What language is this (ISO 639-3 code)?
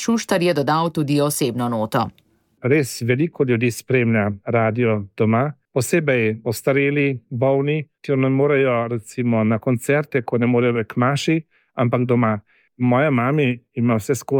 slv